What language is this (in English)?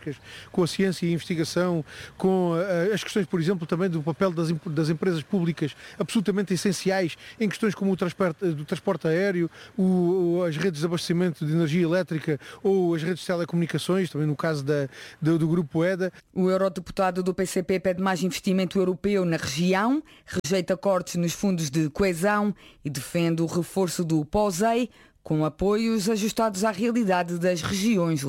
Portuguese